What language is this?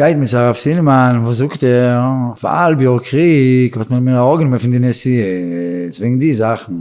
Yiddish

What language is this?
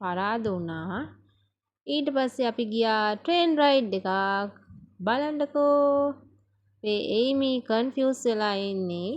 Sinhala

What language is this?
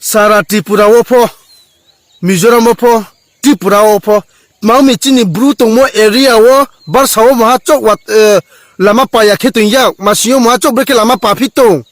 Riang (India)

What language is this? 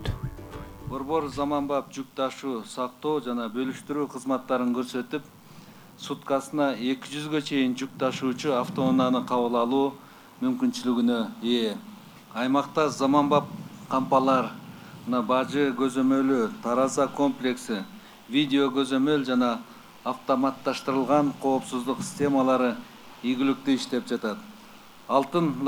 Kyrgyz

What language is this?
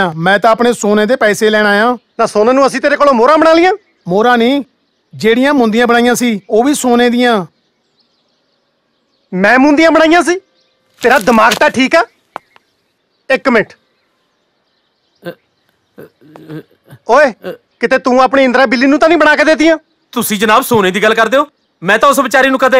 Punjabi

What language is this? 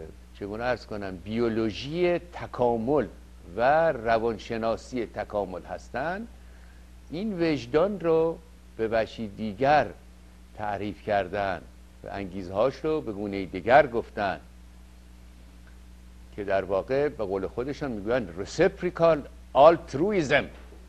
Persian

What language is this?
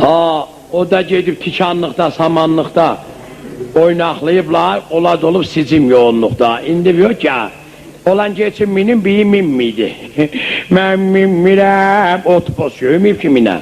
South Azerbaijani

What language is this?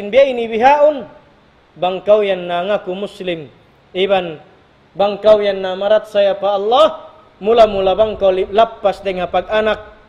Tausug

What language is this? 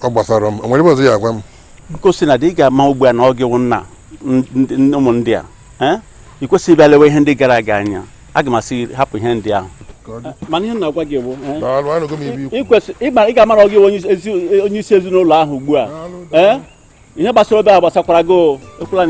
Igbo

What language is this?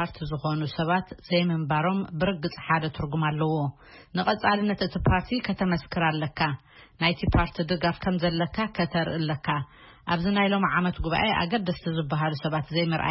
Tigrinya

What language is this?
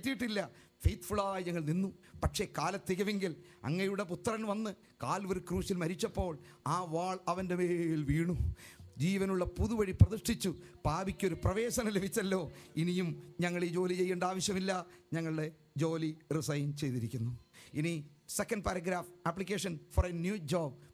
Malayalam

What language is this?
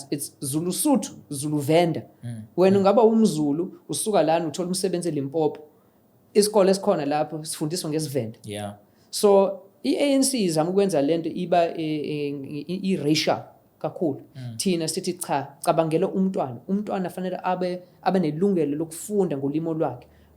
Zulu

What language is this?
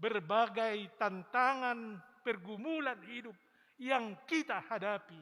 Batak Simalungun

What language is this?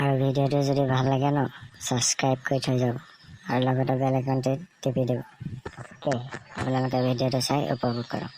Assamese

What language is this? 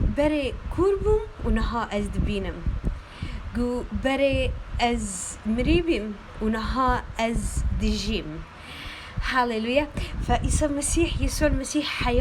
Kurdish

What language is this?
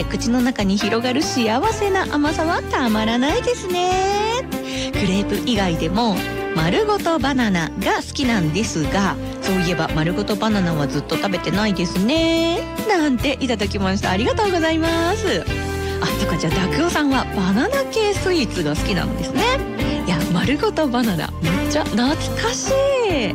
Japanese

